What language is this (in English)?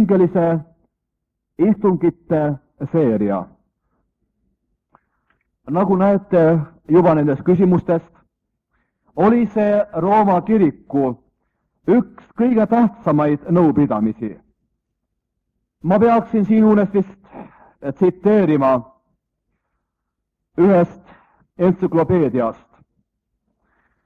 Estonian